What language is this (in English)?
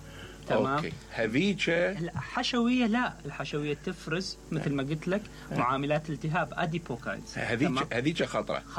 Mesopotamian Arabic